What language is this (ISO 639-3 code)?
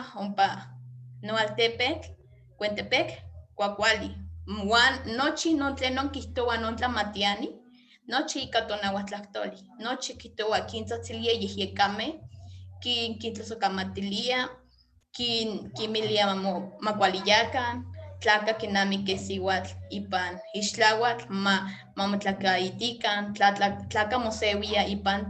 nhe